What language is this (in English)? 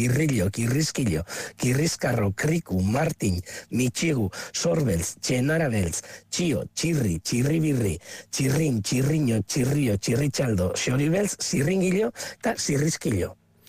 Basque